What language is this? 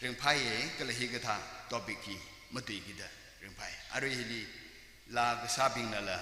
Tangkhul Naga (India)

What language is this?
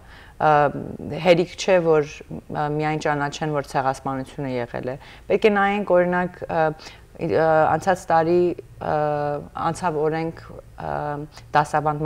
Western Armenian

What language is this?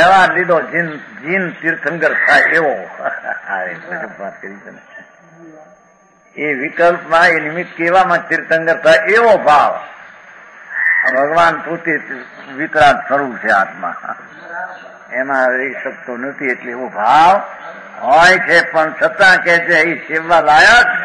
Gujarati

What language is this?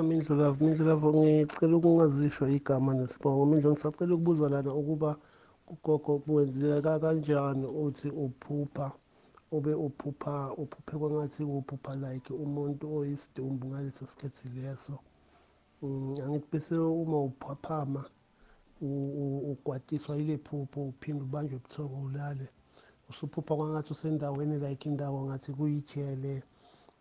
South Ndebele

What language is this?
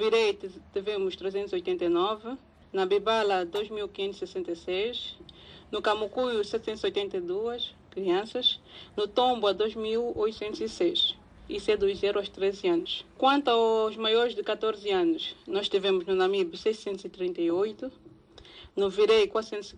Portuguese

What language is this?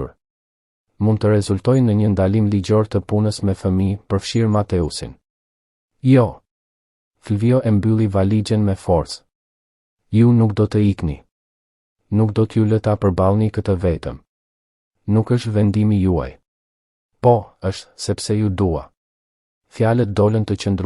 Albanian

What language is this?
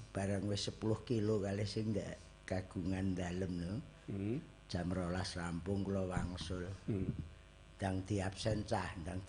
Javanese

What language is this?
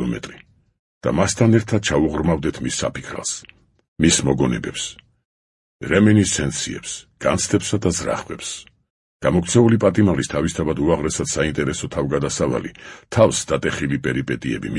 Georgian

